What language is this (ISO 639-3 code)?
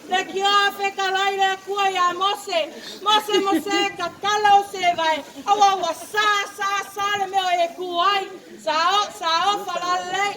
smo